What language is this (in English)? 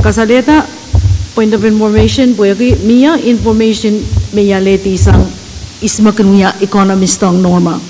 Pohnpeian